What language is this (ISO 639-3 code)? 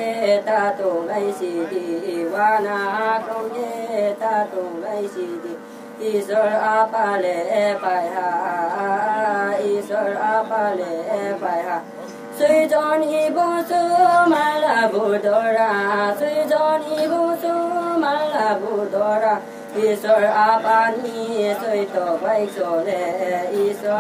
ria